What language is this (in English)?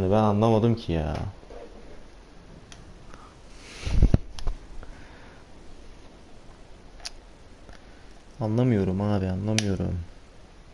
Turkish